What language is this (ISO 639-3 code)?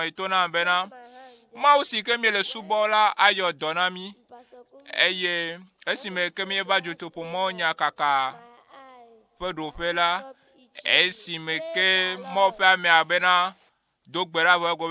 ewe